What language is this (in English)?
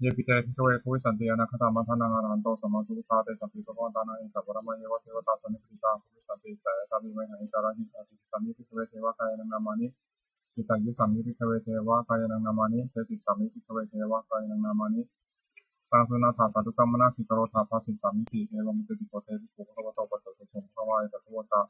Pali